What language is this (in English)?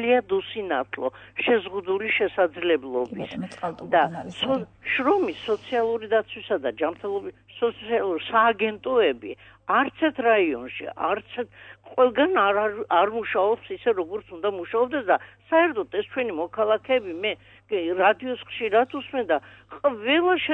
Georgian